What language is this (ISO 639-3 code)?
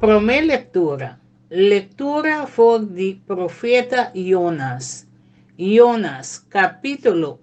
pap